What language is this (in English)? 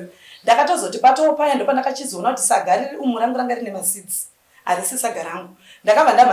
Shona